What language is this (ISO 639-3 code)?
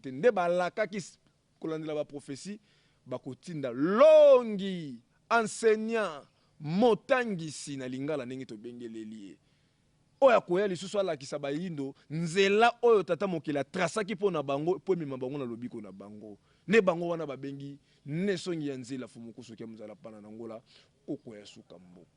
lin